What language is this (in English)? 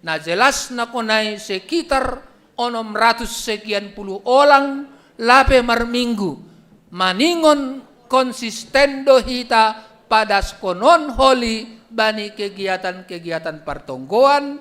Batak Simalungun